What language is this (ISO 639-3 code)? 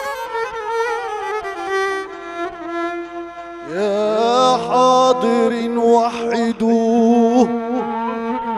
arz